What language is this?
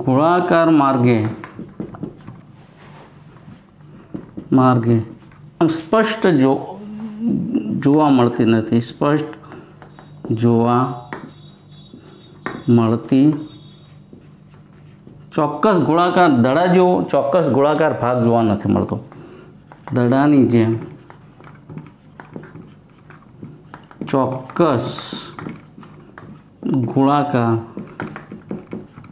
Gujarati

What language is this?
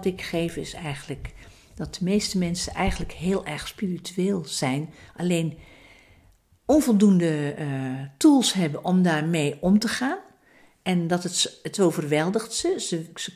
Dutch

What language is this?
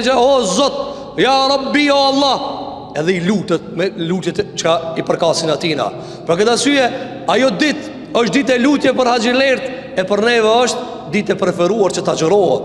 Albanian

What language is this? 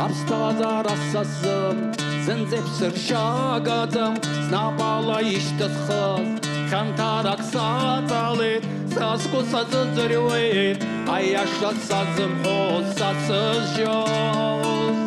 Abkhazian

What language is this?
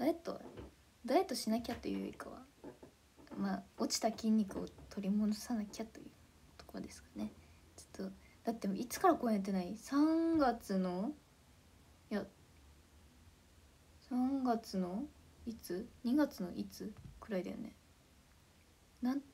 Japanese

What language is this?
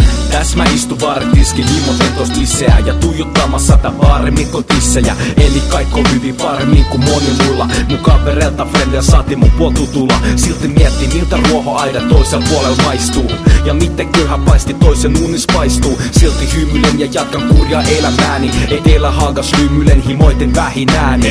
Finnish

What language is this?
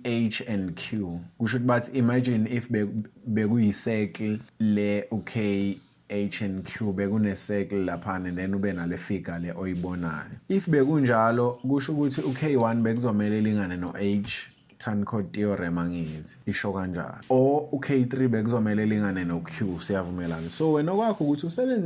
Zulu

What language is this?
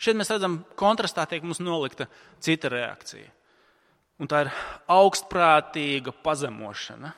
Latvian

